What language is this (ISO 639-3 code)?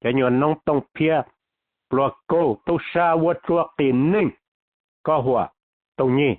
hmn